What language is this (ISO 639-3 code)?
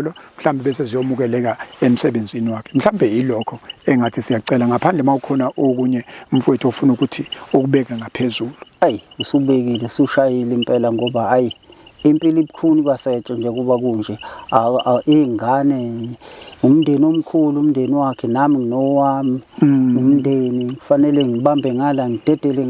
zul